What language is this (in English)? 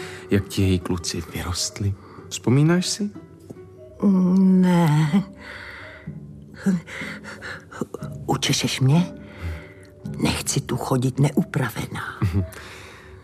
Czech